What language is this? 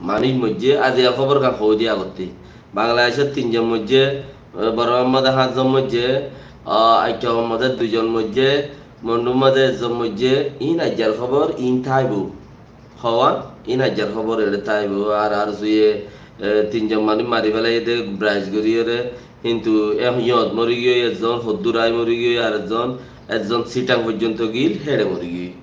Rohingya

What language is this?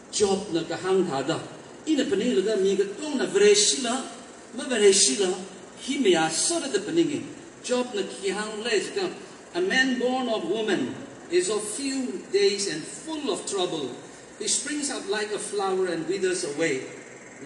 Tangkhul Naga (India)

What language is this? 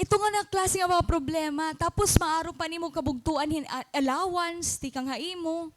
Waray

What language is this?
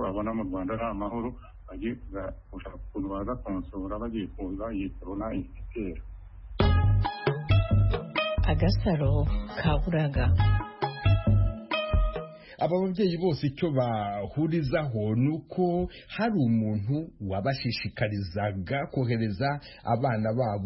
Kinyarwanda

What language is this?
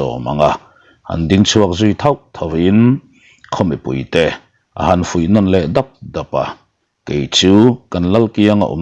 Mizo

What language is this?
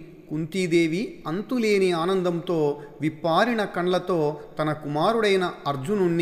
Telugu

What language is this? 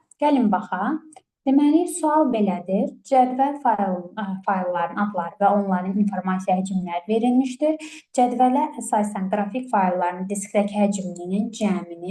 Azerbaijani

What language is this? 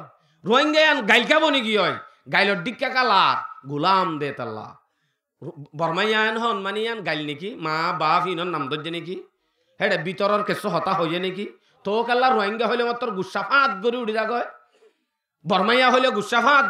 Rohingya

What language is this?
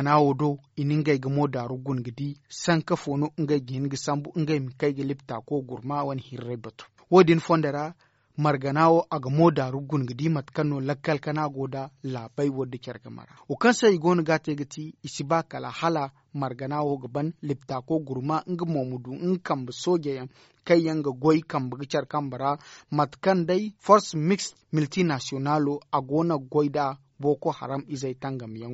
Zarma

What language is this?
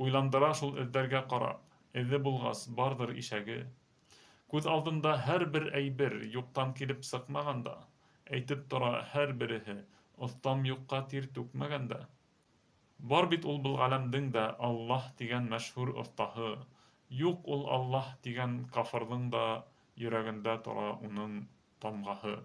Bashkir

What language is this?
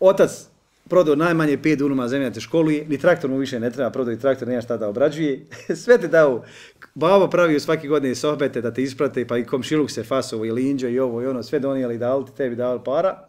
Bosnian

